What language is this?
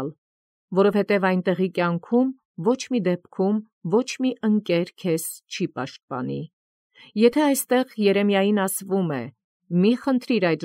Armenian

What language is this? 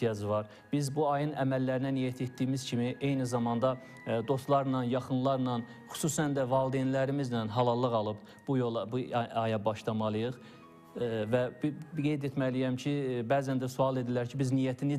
Azerbaijani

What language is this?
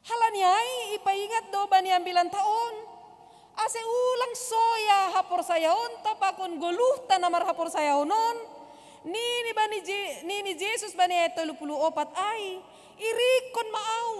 Batak Simalungun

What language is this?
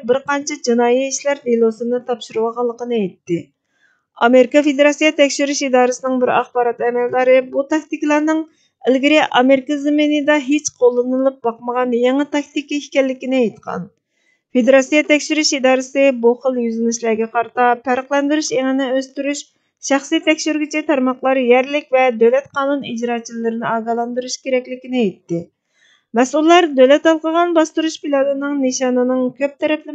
Uyghur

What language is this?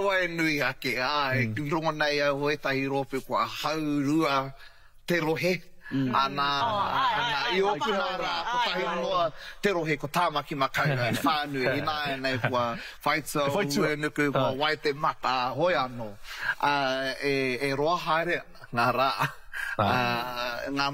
Māori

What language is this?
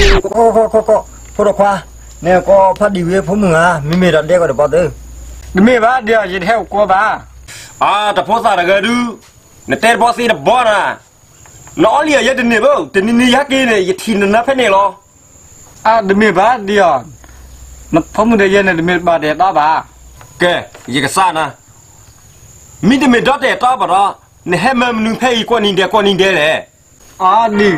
S'gaw Karen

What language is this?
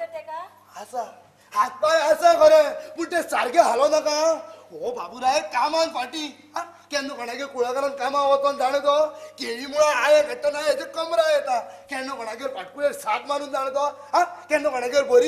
Konkani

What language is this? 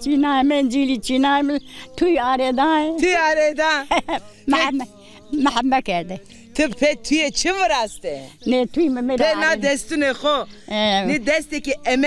Zaza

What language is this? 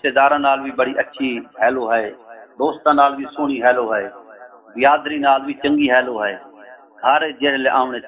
Saraiki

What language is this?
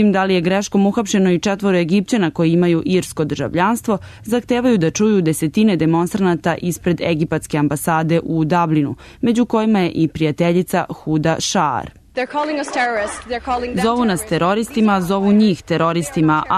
Serbian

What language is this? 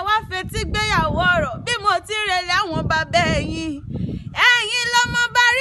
Yoruba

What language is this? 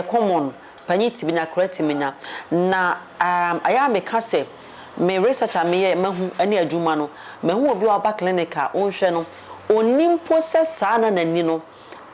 Akan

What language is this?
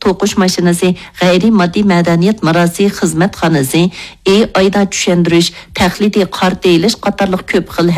Uyghur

